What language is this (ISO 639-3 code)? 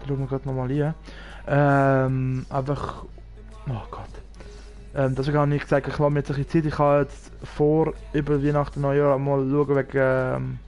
gsw